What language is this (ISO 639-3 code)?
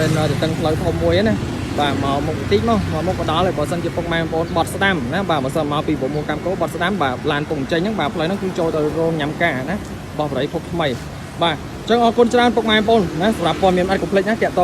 khm